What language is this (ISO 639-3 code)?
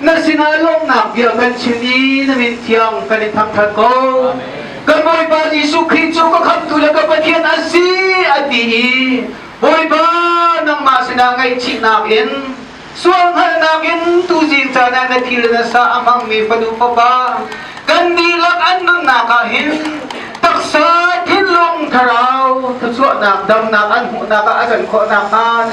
cnh